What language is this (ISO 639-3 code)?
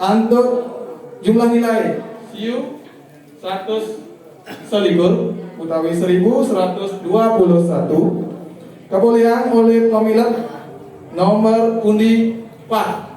ban